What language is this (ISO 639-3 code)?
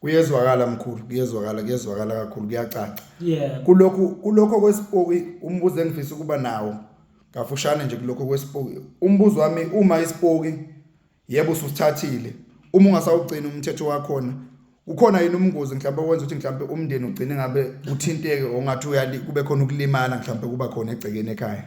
zul